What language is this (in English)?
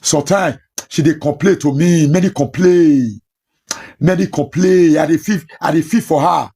Nigerian Pidgin